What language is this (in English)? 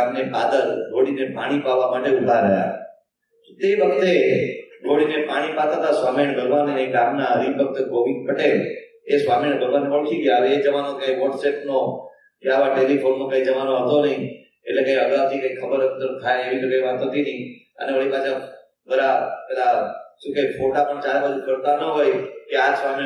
Gujarati